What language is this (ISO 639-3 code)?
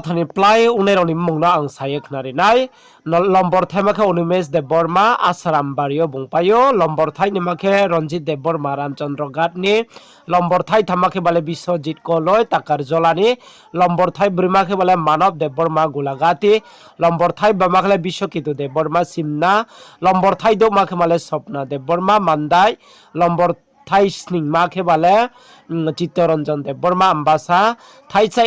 ria